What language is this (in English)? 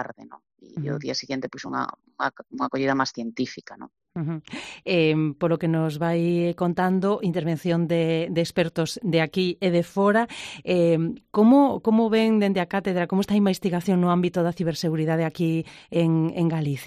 Galician